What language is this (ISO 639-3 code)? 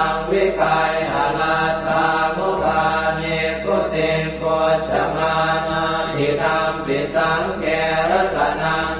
pli